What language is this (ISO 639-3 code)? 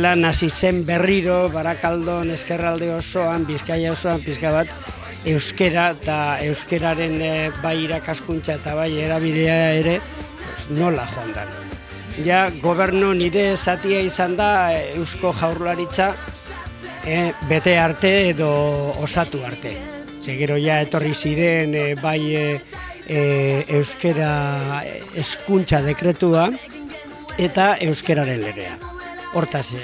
eus